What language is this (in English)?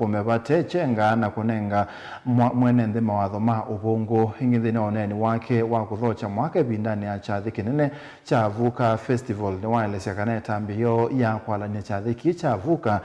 Kamba